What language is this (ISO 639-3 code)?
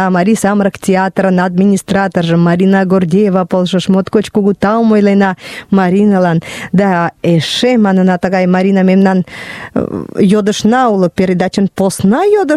chm